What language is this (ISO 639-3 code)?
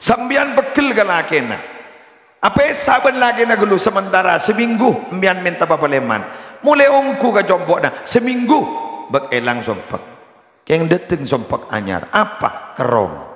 mad